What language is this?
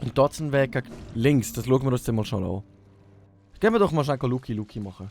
Swiss German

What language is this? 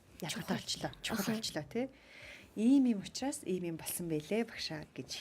Mongolian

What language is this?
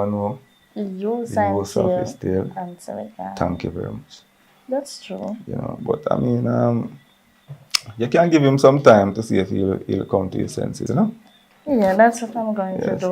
Jamaican Creole English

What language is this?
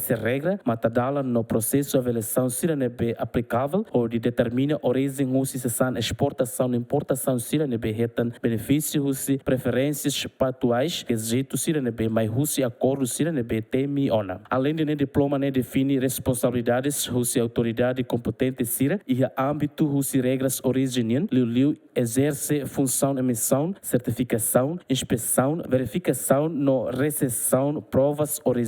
Tetum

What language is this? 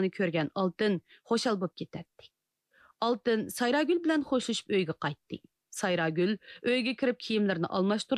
Uyghur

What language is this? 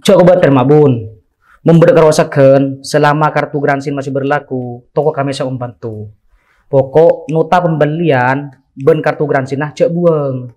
Madurese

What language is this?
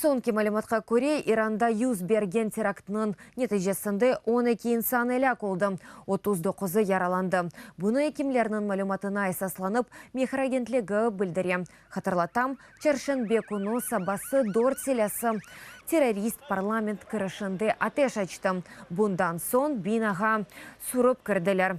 Crimean Tatar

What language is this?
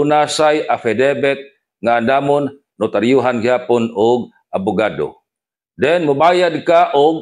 Cebuano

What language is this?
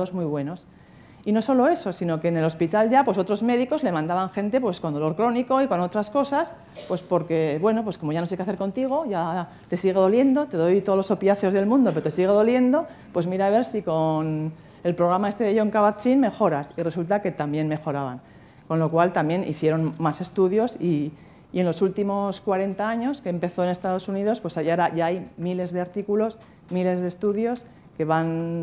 Spanish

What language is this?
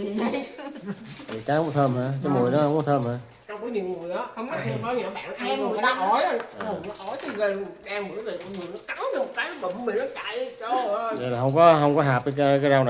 Vietnamese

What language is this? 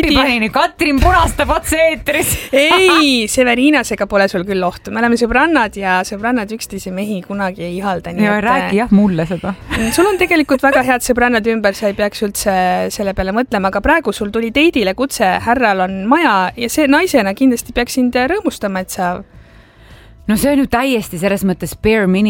Estonian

